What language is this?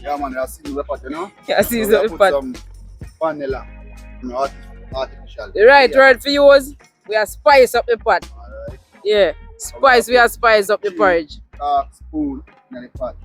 Jamaican Creole English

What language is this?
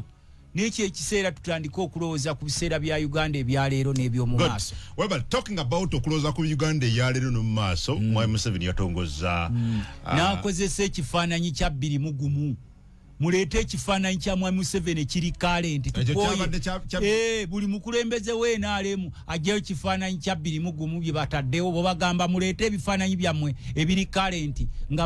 Ganda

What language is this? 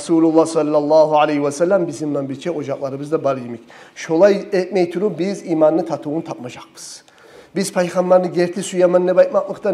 Kumyk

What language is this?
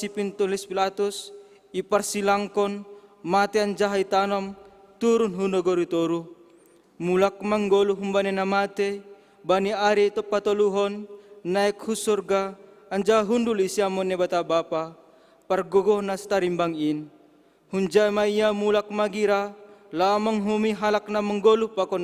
Batak Simalungun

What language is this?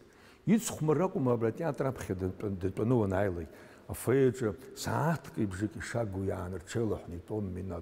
Abkhazian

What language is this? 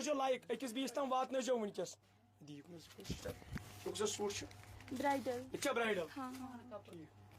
Kashmiri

